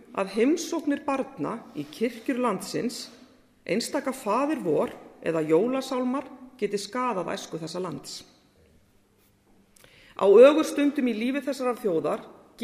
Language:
Icelandic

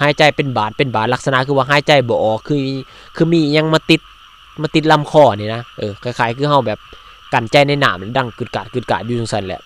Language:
Lao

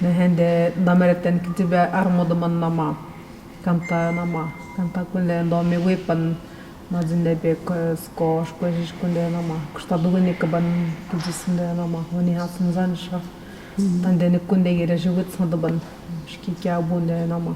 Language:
Atikamekw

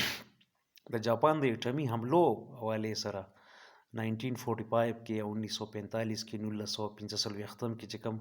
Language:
Pashto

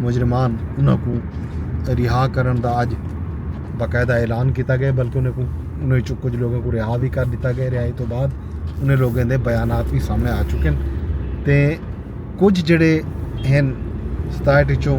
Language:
Saraiki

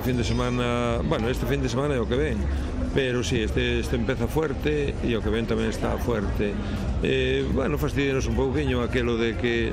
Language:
Galician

